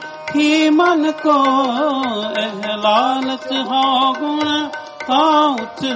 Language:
Punjabi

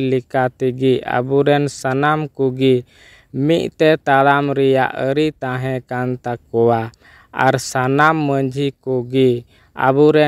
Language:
Santali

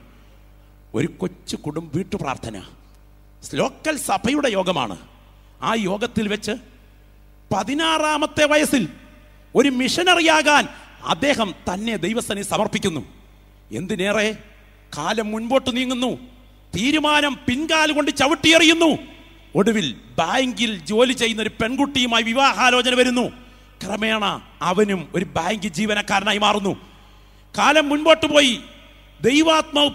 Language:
Malayalam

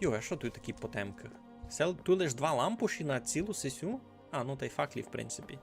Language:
Rusyn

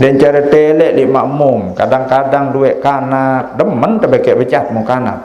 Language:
Sasak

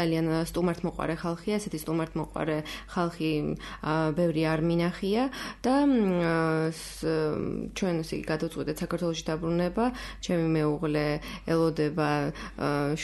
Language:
Georgian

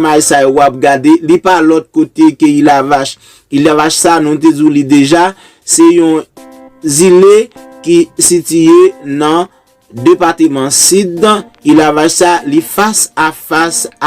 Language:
Haitian Creole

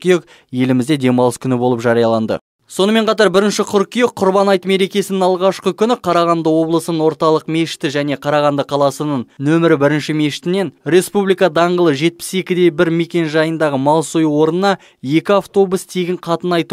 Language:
Kazakh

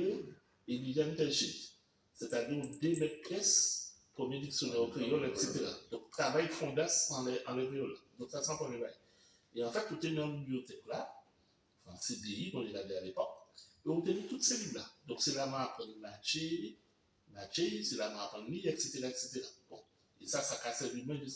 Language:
Guadeloupean Creole French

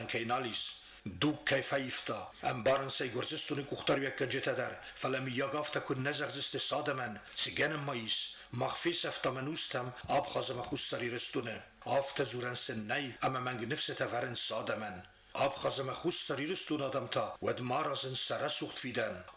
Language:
Ossetic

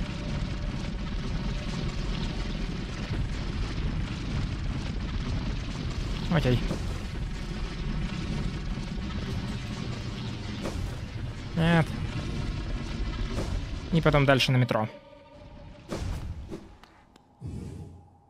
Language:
Russian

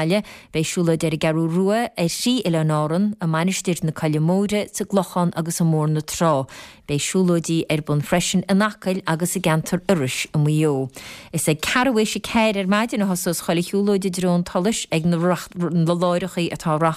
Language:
Irish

